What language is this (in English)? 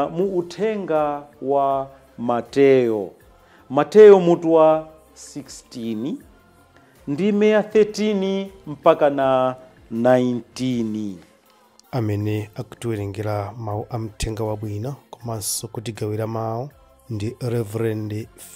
Nyanja